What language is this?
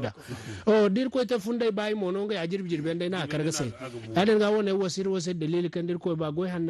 Zarma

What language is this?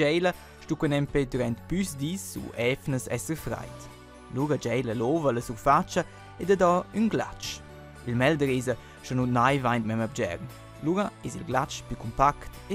Romansh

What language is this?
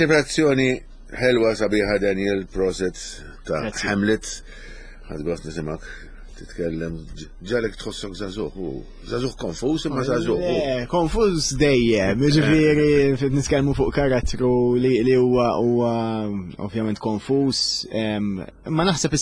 Maltese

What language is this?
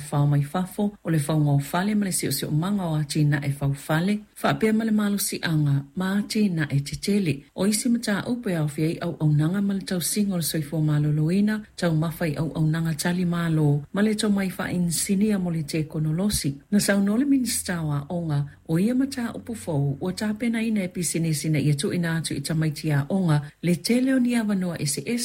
Samoan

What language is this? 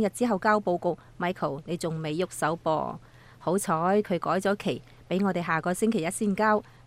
Cantonese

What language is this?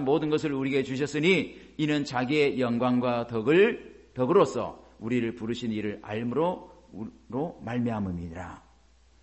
Korean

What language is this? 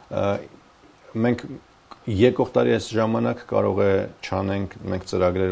Armenian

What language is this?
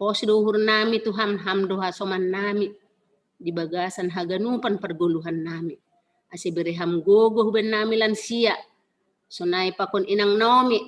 Batak Simalungun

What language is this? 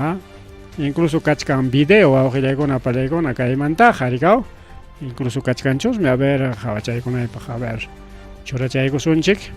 Ayacucho Quechua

